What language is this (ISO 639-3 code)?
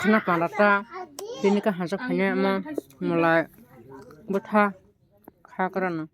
trp